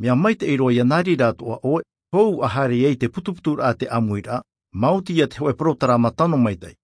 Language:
Tahitian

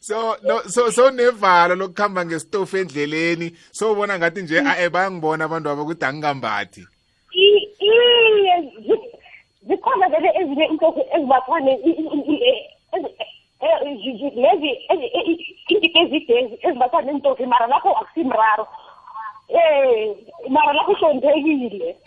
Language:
South Ndebele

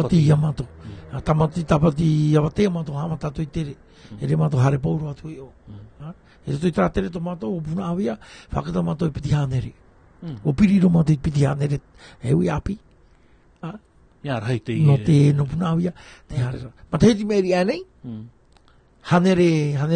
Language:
Tahitian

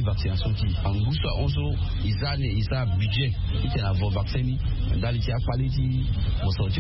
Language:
Sango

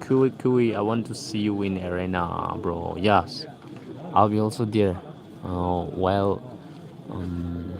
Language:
Poumei Naga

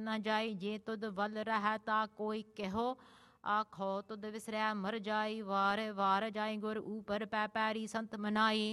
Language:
Punjabi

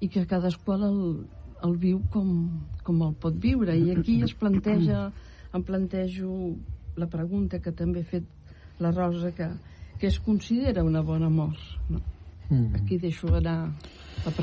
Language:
Catalan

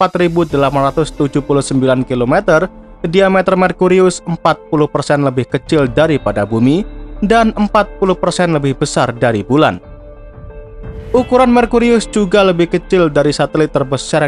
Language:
Indonesian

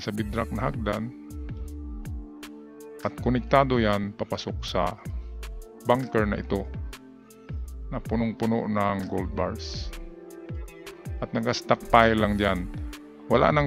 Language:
Filipino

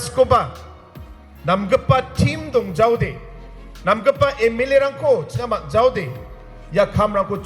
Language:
Garo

